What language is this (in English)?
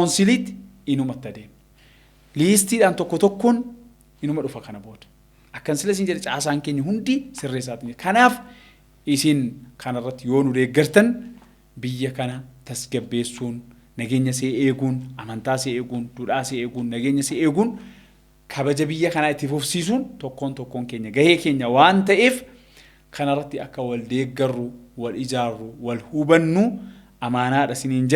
Oromo